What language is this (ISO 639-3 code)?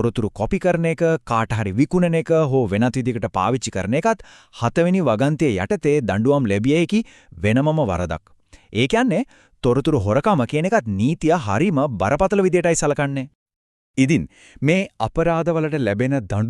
sin